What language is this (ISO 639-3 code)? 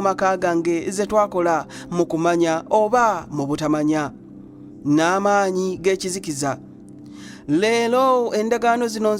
lug